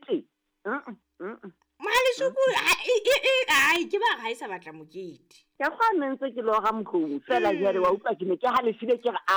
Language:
Southern Sotho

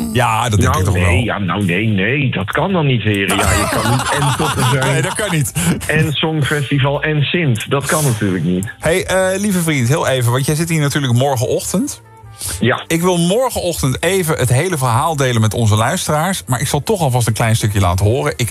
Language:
Dutch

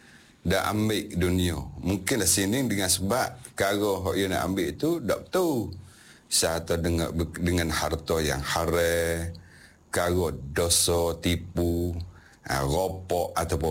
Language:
Malay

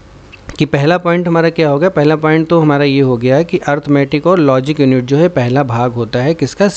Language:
Hindi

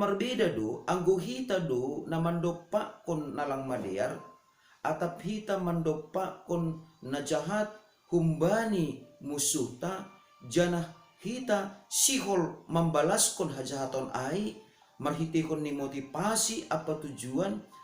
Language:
Batak Simalungun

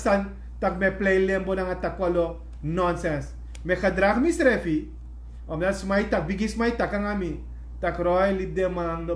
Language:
Sranan Tongo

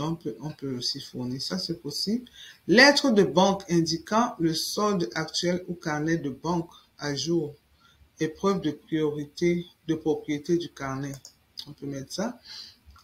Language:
French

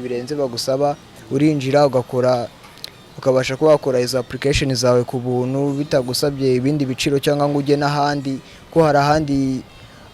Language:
Kinyarwanda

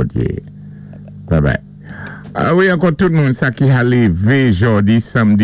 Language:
Saint Lucian Creole French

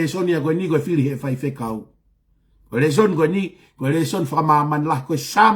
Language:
Tongan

